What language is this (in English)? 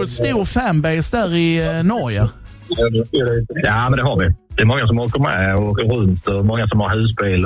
Swedish